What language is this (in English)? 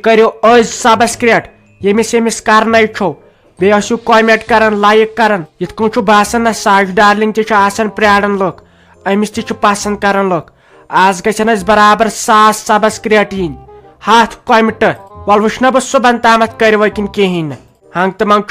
Kashmiri